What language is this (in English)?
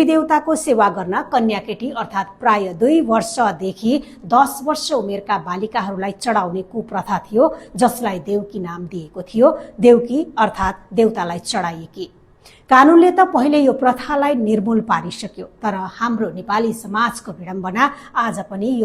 Nepali